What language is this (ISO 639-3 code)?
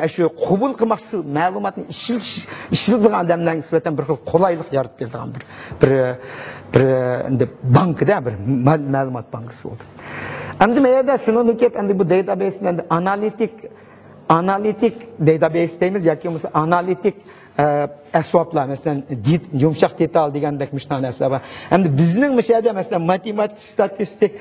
uig